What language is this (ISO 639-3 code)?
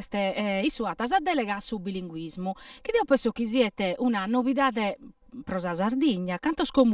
srd